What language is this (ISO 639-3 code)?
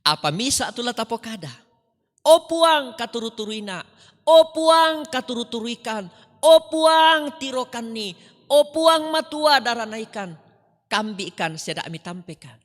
sda